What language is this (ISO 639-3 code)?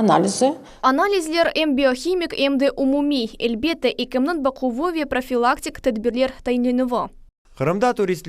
crh